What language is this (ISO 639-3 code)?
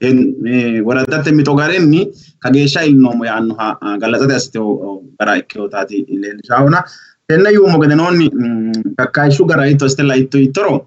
sid